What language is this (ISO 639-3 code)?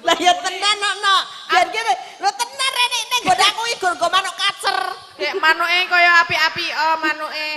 jav